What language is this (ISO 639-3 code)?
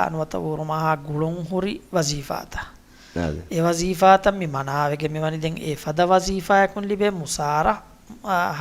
div